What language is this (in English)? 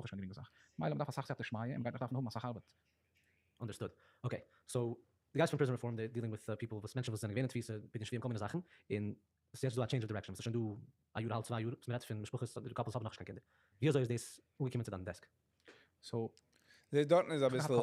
Yiddish